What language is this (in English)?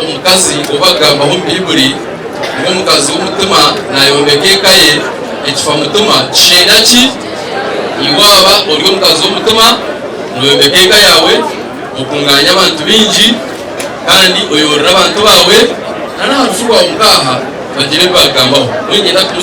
Nyankole